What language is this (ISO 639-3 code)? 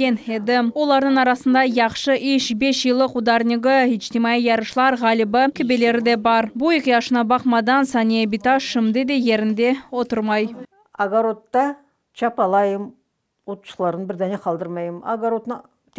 crh